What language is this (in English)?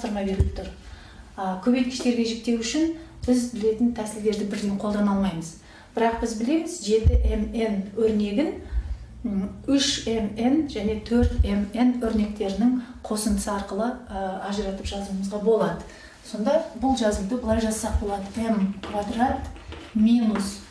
Kazakh